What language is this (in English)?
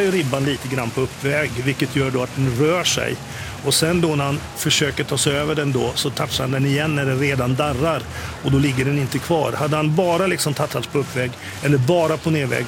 Swedish